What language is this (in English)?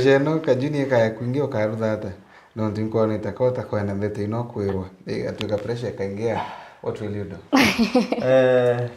Meru